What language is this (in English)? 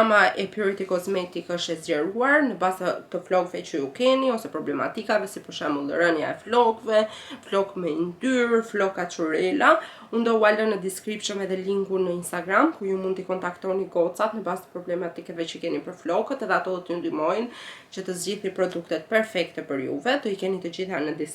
Albanian